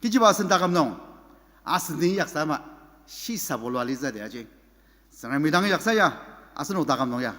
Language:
Ao Naga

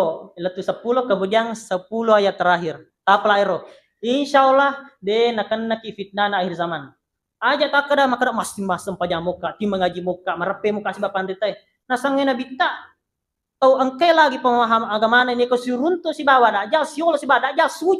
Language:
Buginese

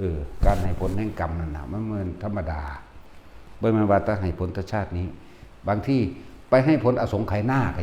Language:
Northeastern Thai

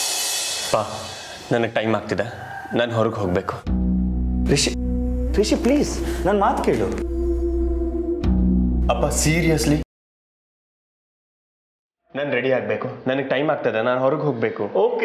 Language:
Kannada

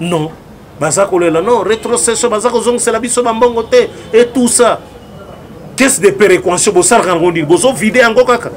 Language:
Lingala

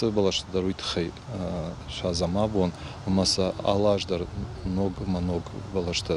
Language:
Ossetic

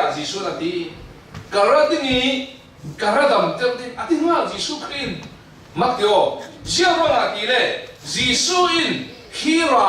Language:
Falam Chin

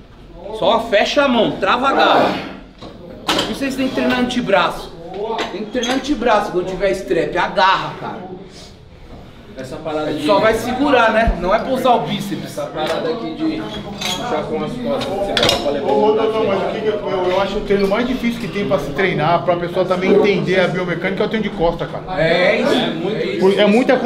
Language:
Portuguese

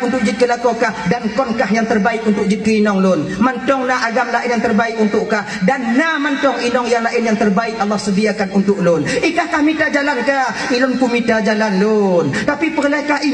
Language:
Achinese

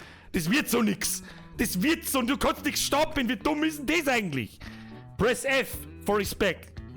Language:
Bavarian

